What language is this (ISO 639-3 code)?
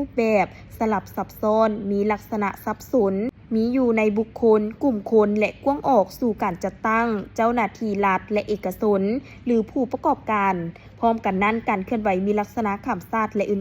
lao